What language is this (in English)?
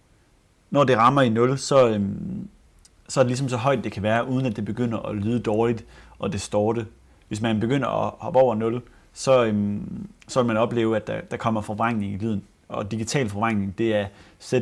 Danish